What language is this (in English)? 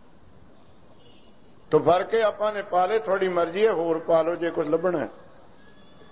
Punjabi